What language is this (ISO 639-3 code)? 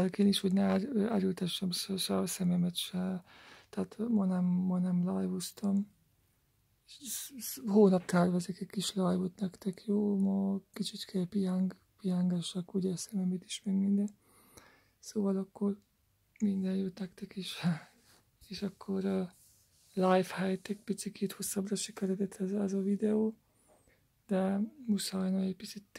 hun